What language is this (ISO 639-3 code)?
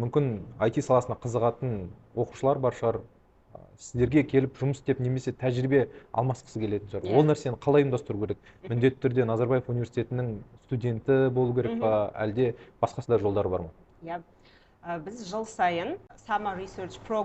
kaz